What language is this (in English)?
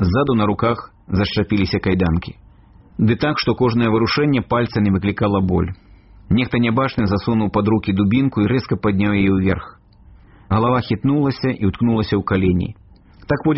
Belarusian